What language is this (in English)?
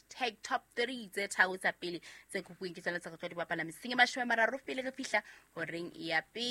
Southern Sotho